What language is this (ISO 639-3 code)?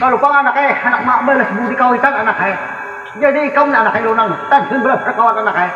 bjn